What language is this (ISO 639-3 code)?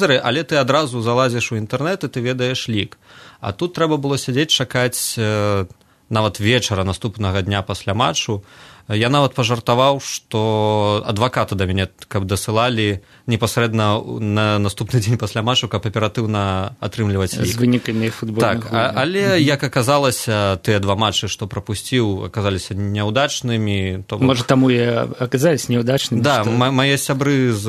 bel